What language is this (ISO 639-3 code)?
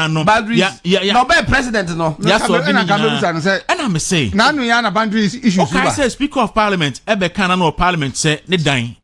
aka